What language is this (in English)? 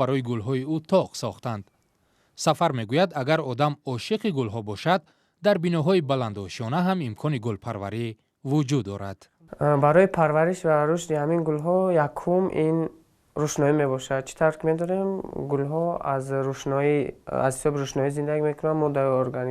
Tajik